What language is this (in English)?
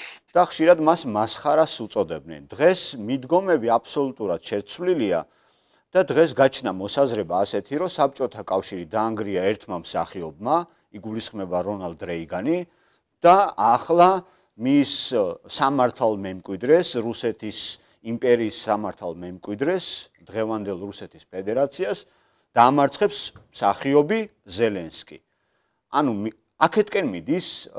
Georgian